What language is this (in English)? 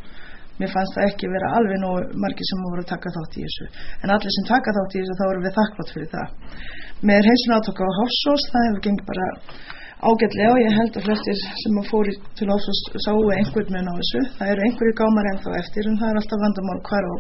Icelandic